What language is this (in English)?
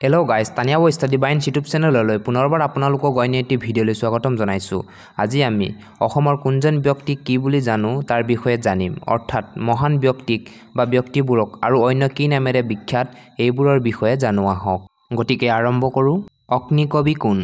Assamese